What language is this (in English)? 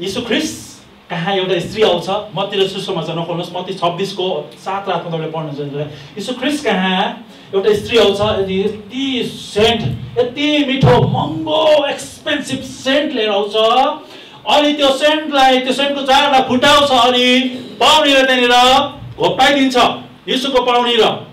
Nepali